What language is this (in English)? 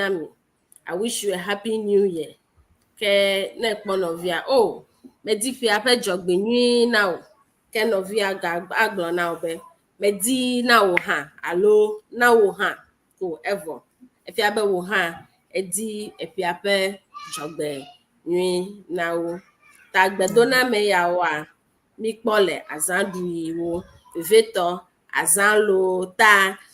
Ewe